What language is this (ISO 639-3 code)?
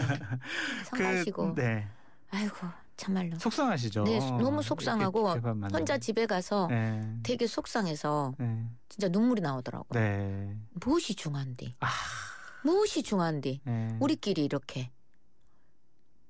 kor